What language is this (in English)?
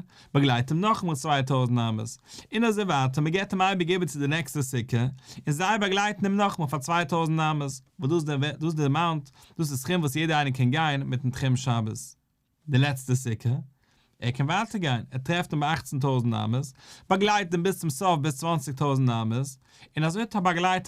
Yiddish